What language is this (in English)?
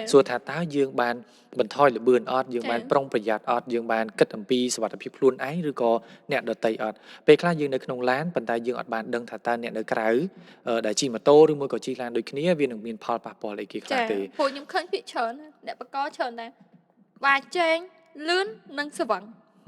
Khmer